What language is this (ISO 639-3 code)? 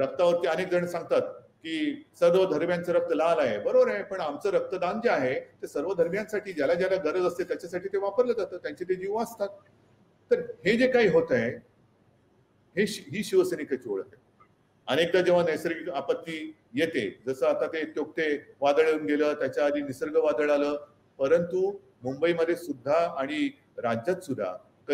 mar